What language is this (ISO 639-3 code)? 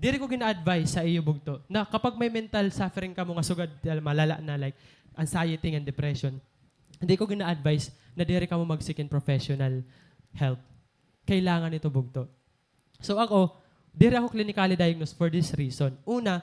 war